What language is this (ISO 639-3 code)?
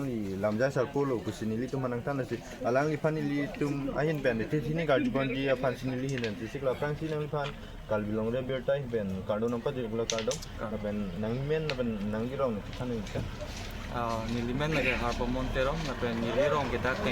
mjw